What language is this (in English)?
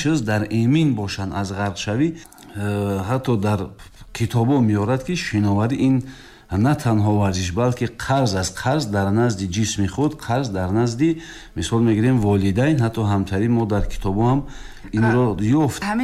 Tajik